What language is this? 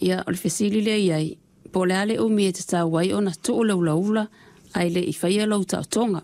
Samoan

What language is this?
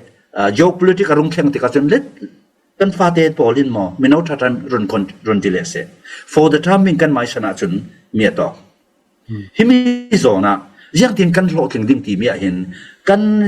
Falam Chin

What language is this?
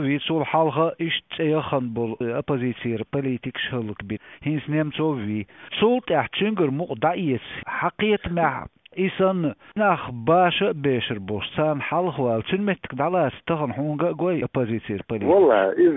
Chechen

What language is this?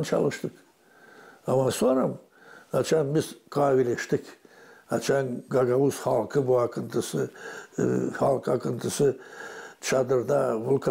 Gagauz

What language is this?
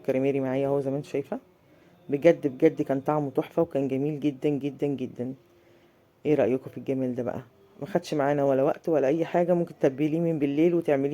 Egyptian Arabic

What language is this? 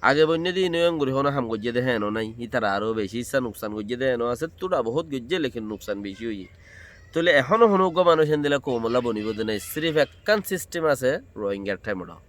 Rohingya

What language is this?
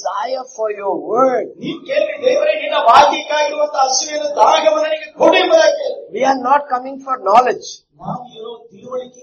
Kannada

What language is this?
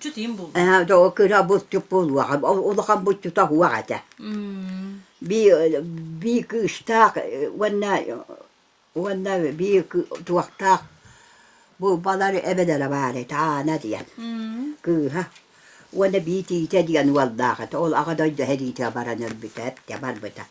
Yakut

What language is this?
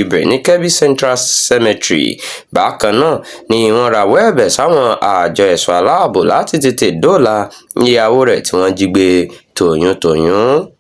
Yoruba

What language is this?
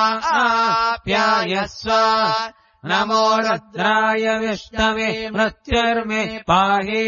Sanskrit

